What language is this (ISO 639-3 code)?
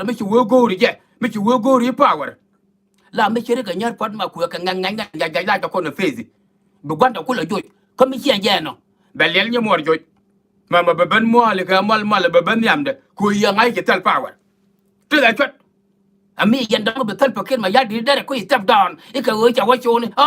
nus